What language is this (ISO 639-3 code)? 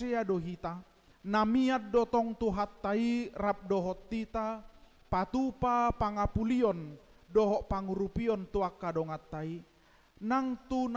bbc